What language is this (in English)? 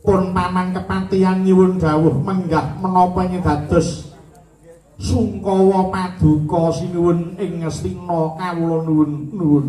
Javanese